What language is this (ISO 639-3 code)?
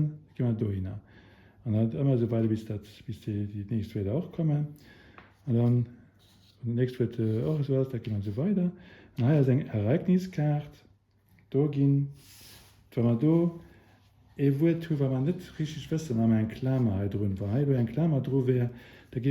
ltz